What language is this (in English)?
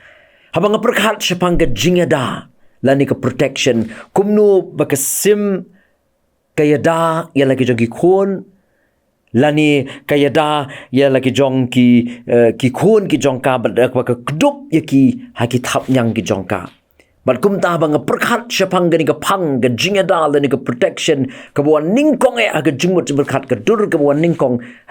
Khasi